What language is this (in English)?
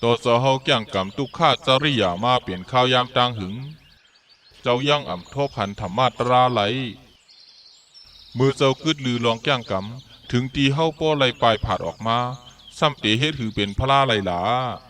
Shan